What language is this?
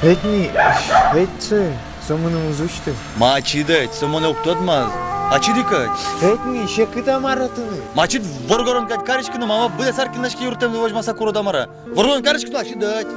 Udmurt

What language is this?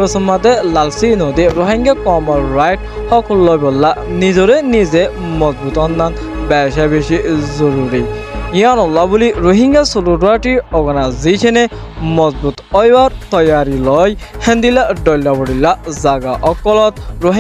Rohingya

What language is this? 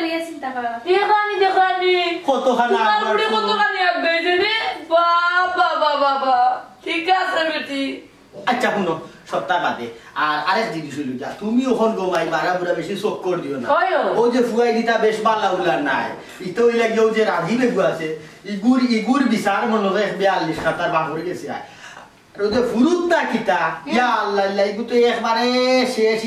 Sylheti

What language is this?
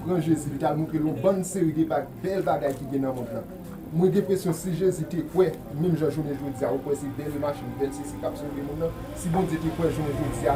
Haitian Creole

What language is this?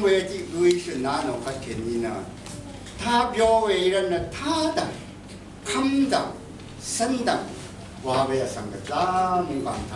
Rawang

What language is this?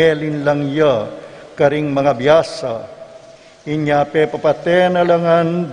Pampanga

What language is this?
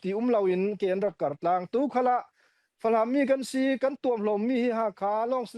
Falam Chin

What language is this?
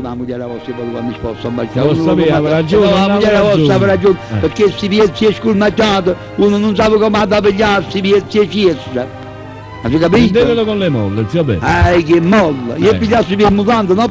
Neapolitan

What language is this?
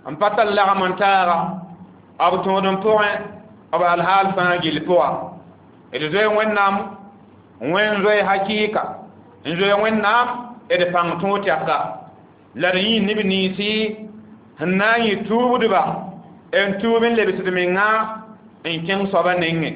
Mossi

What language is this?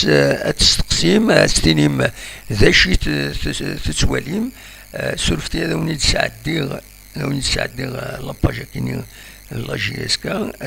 Kabyle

